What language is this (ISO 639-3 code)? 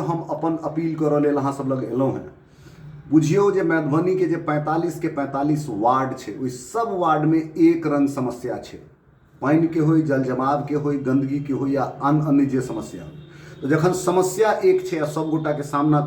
mai